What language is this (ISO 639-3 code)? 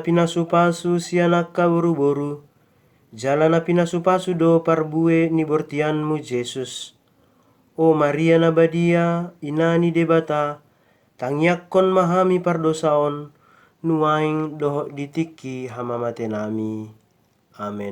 bbc